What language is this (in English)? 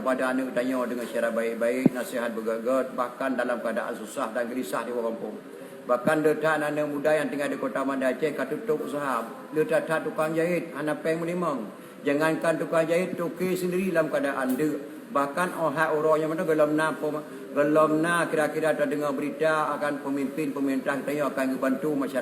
Achinese